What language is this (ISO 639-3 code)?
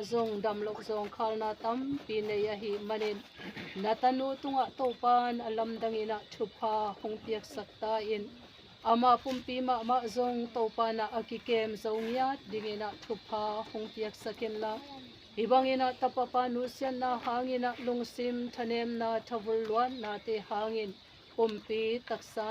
ctd